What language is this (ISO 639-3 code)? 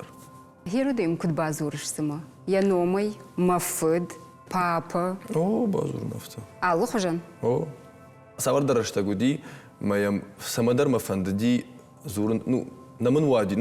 oss